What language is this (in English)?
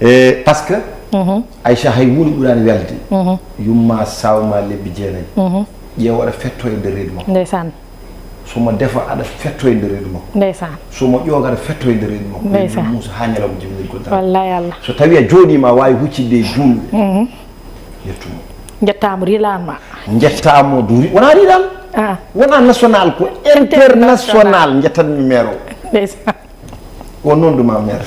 Fula